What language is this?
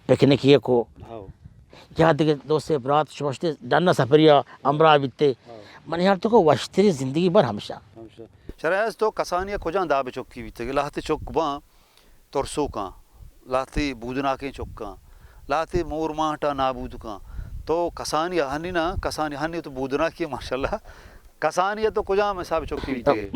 Baluchi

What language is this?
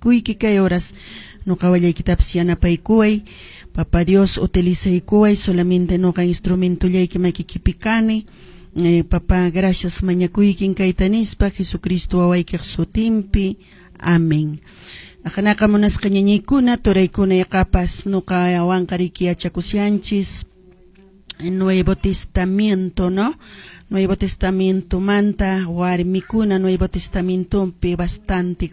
Quechua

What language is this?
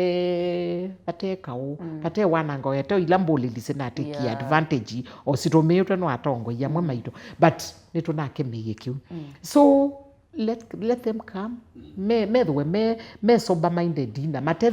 Kamba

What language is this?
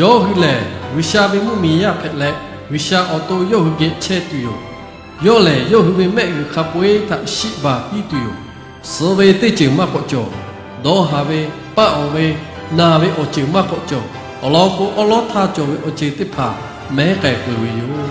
Lahu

